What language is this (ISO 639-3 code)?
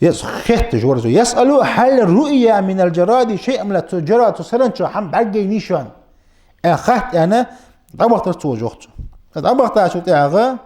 inh